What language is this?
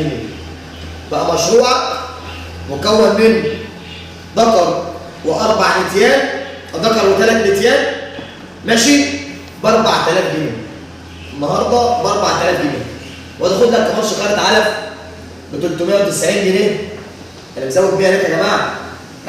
Egyptian Arabic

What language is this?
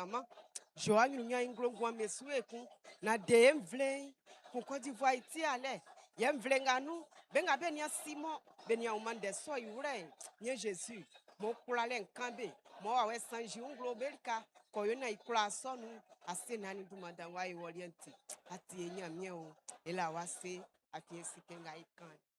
Baoulé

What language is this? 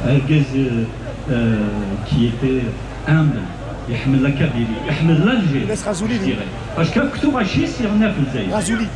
Kabyle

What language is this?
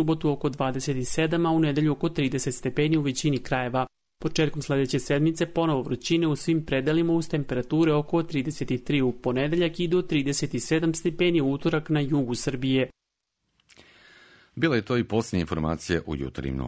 Serbian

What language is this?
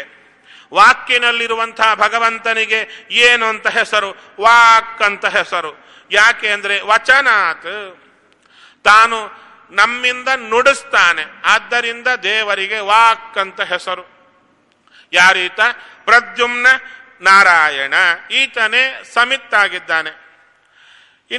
Kannada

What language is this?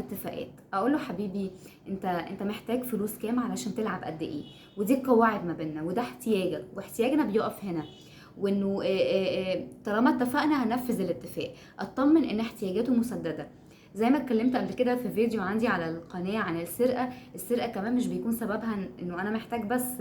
Egyptian Arabic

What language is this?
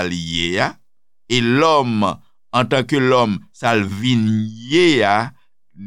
Haitian Creole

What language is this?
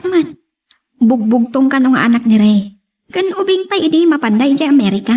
Iloko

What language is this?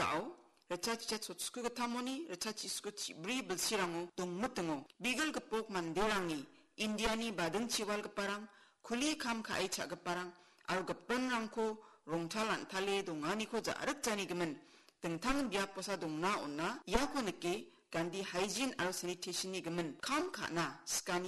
Garo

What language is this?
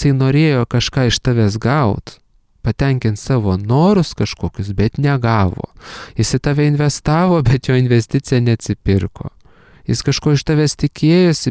Lithuanian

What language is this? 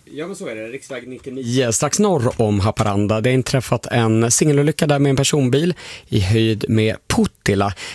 Swedish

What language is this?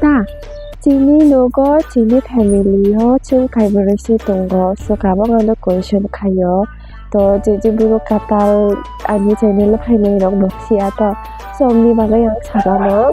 Kok Borok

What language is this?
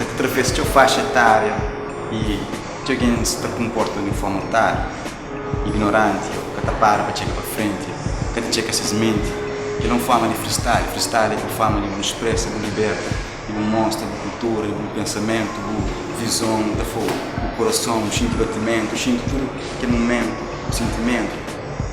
Kabuverdianu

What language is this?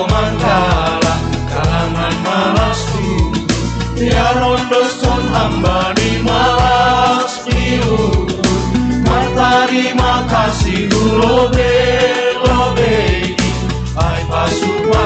Batak Simalungun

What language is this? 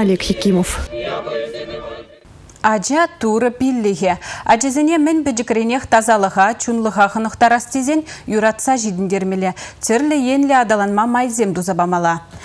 Chuvash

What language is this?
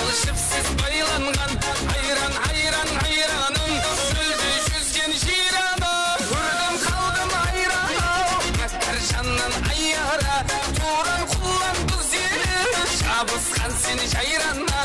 Kara-Kalpak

